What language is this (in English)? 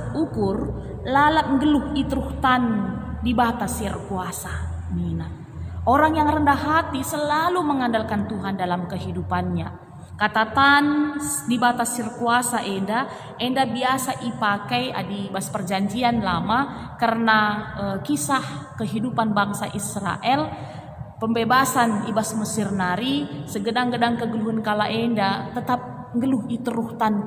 Batak Karo